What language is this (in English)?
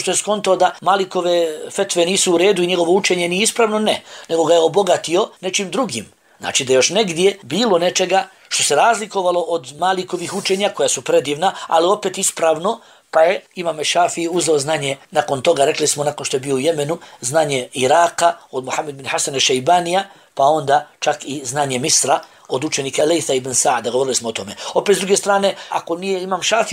Bosnian